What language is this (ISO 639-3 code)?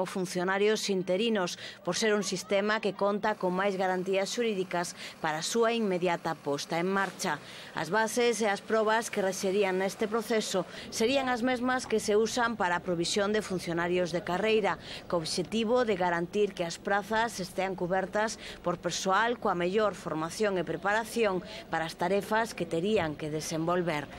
glg